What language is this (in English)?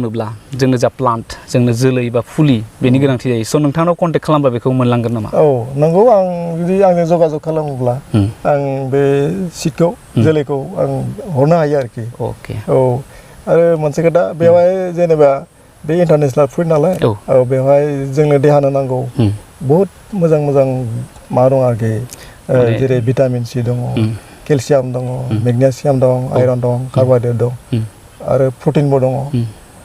Bodo